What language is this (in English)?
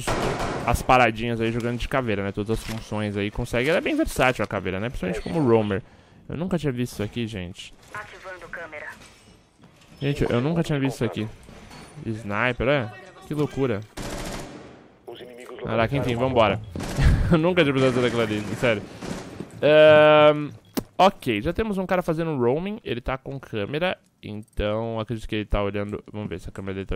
Portuguese